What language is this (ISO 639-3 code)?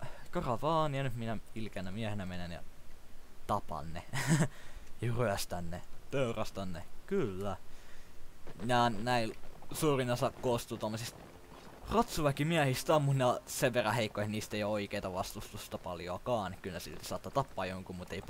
fin